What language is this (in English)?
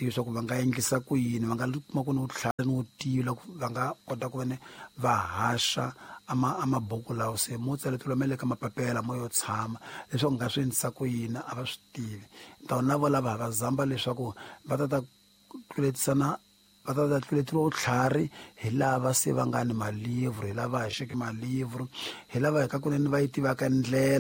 Tsonga